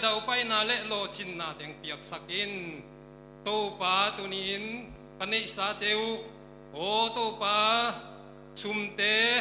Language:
Tedim Chin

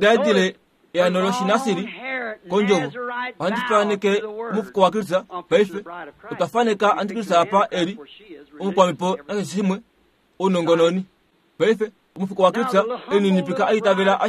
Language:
Kuanyama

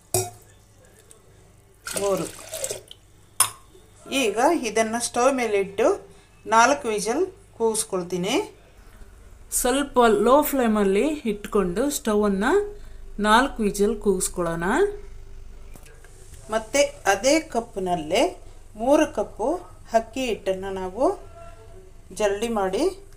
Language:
Kannada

